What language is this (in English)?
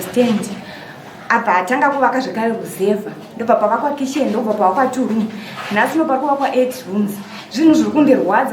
Shona